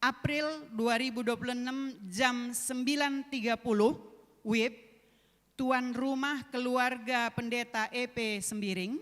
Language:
Batak Karo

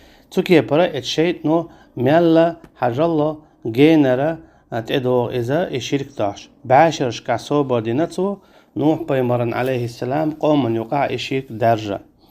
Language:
Chechen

